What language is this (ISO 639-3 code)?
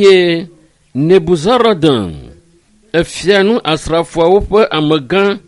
ewe